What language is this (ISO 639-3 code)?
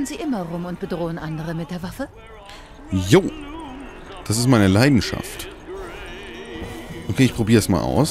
deu